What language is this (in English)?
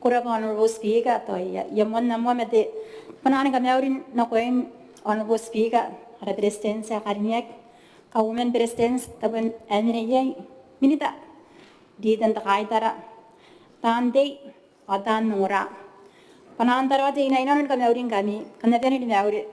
Gilbertese